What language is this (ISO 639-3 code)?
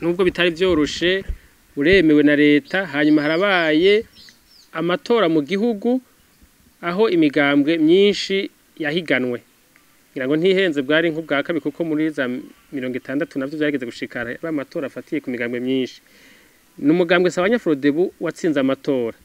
run